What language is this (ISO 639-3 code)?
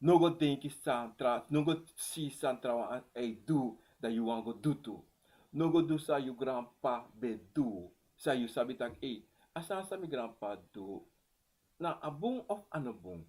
srn